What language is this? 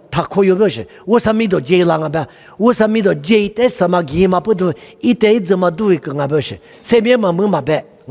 Lisu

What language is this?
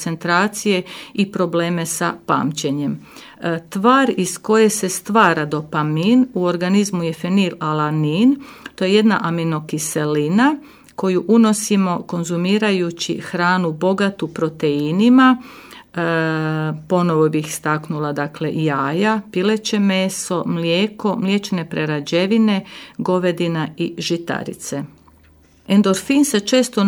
Croatian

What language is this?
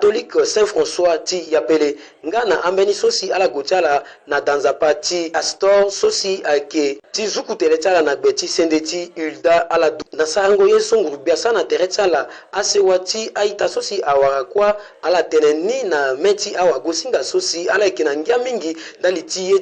Sango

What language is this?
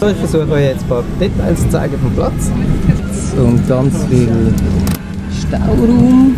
Swiss German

